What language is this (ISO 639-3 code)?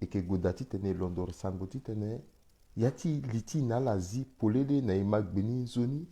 sag